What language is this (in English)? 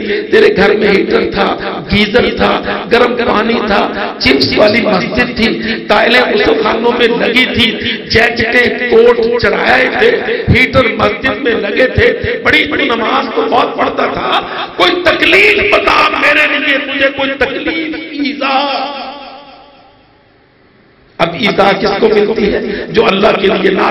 Urdu